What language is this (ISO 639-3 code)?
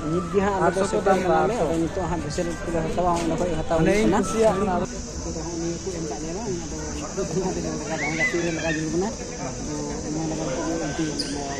sat